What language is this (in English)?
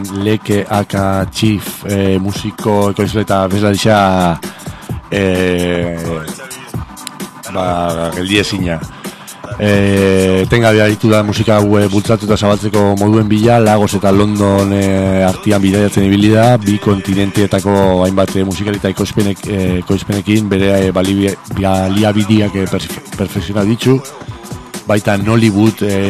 Basque